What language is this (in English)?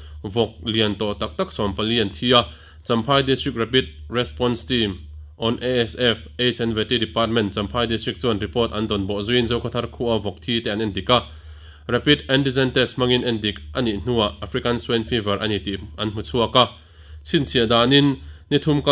Mizo